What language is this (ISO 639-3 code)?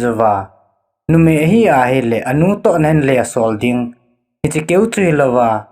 tcz